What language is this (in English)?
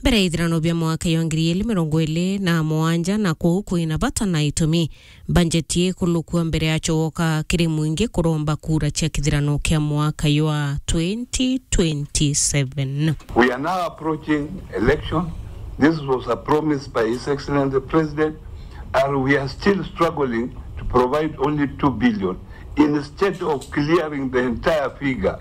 Meru